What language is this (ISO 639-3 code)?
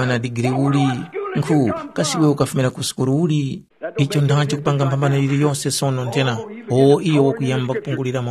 tum